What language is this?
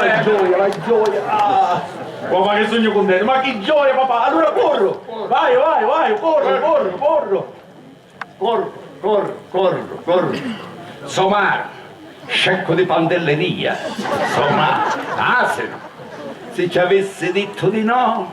Sicilian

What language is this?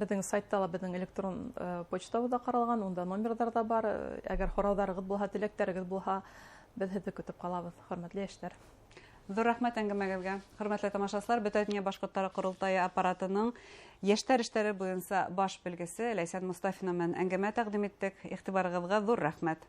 Bashkir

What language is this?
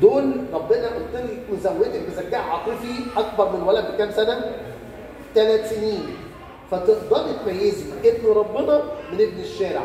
Egyptian Arabic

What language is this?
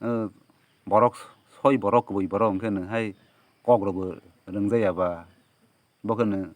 Kok Borok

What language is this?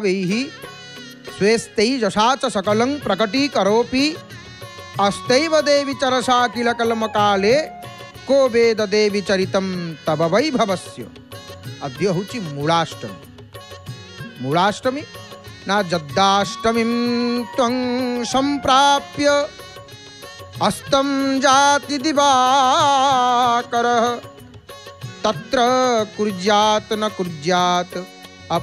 Odia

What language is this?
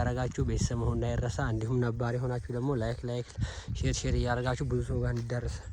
Amharic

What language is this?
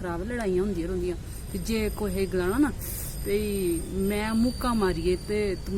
Dogri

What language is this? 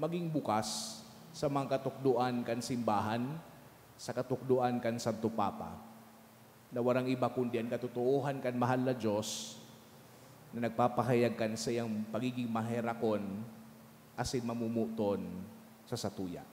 Bikol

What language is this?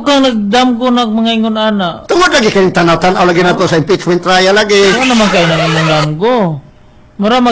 Cebuano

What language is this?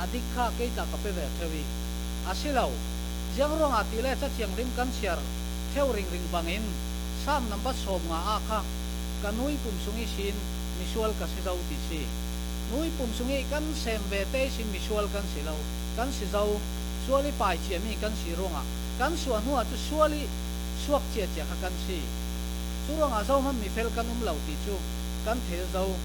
Falam Chin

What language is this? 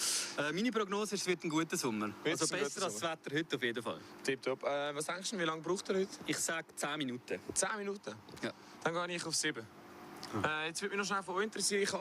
Swiss German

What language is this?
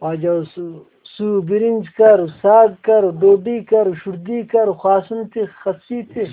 Brahui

